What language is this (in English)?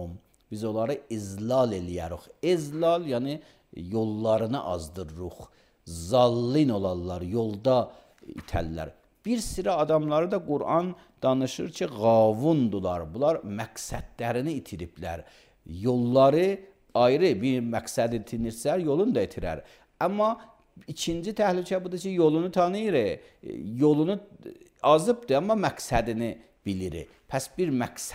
Azerbaijani